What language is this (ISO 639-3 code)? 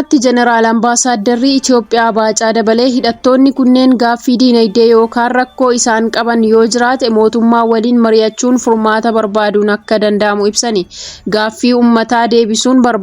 orm